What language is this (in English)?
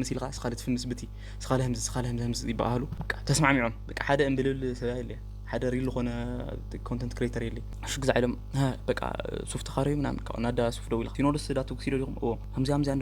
Tigrinya